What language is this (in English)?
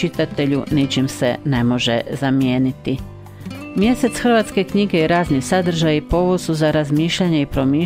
Croatian